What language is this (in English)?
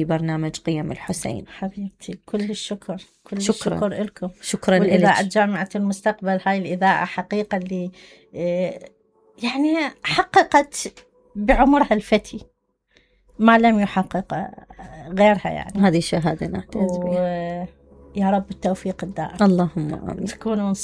Mesopotamian Arabic